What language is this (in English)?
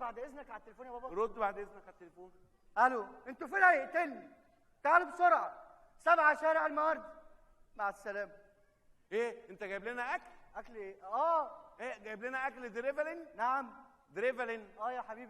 Egyptian Arabic